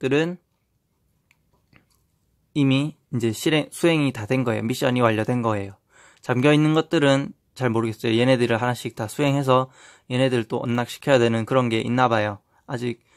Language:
Korean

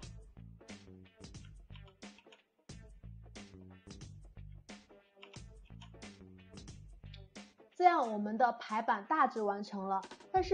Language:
Chinese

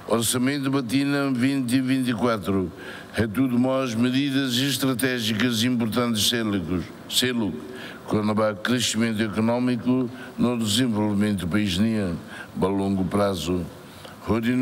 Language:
Tetum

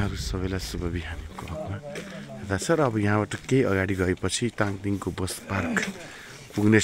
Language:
Nepali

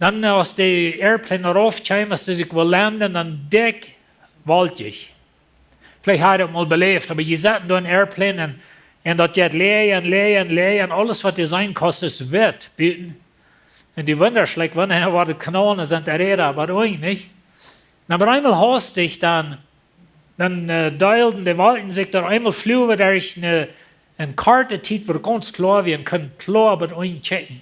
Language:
Plautdietsch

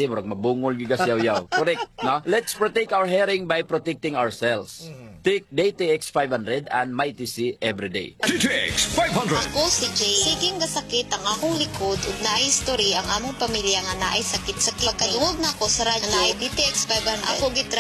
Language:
Cebuano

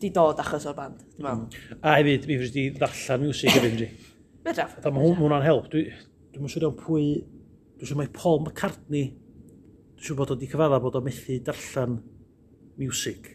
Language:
Welsh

